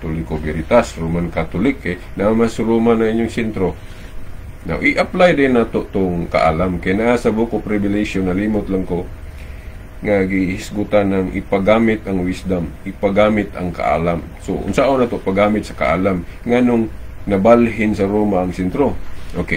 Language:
Cebuano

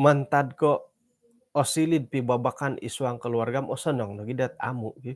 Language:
Central Dusun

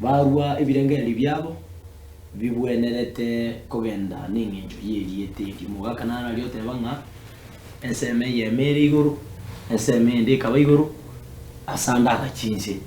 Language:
Gusii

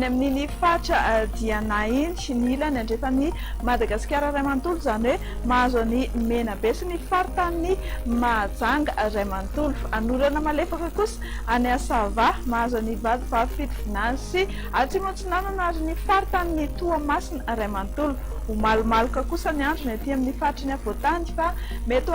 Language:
Malagasy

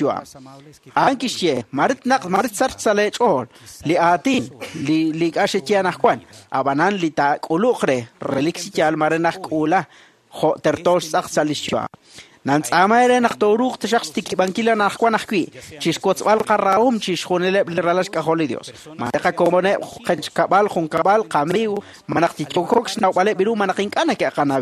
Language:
Kekchí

